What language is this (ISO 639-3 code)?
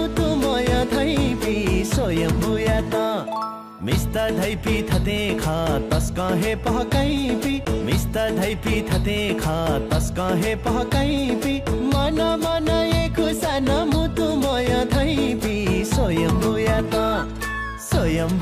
new